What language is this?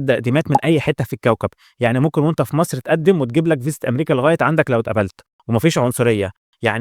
Egyptian Arabic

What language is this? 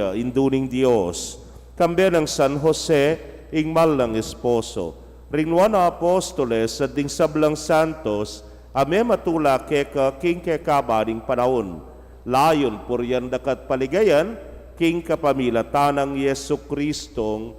Pampanga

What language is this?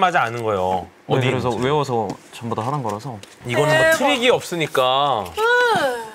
Korean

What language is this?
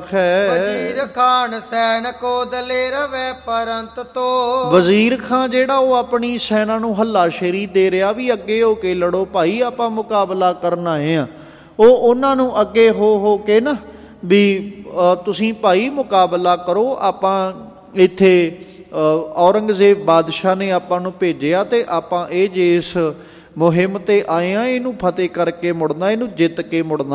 Punjabi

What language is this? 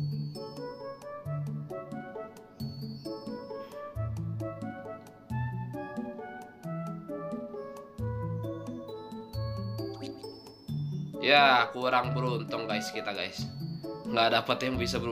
Indonesian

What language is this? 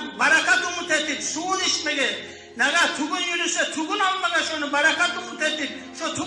Kumyk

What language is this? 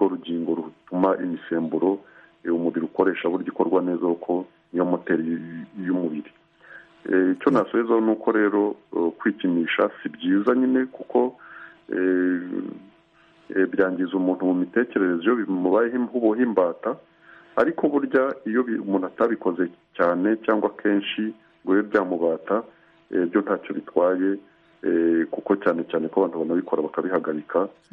Kinyarwanda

